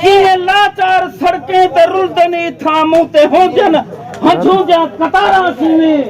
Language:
Saraiki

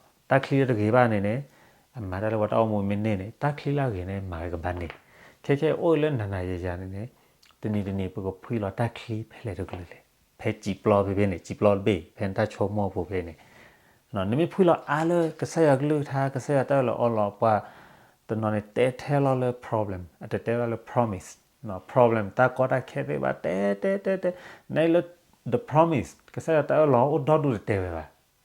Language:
S'gaw Karen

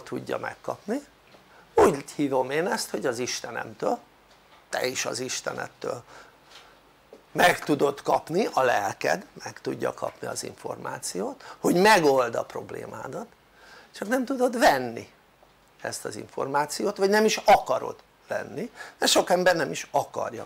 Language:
Hungarian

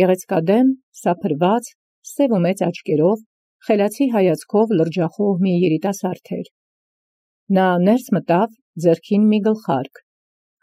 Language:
Armenian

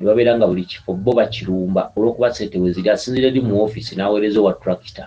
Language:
Ganda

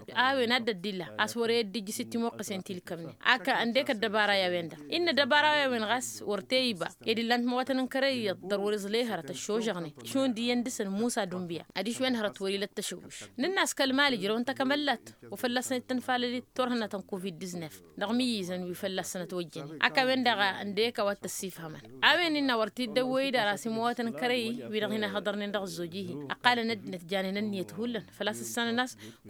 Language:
Tamasheq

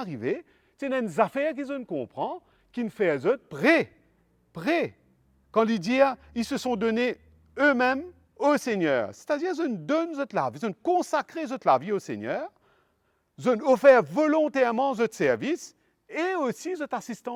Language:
Morisyen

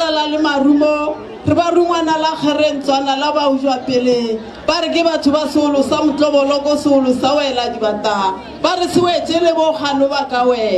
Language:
Northern Sotho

